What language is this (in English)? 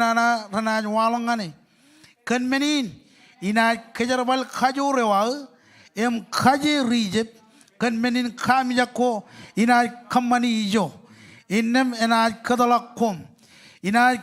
Marshallese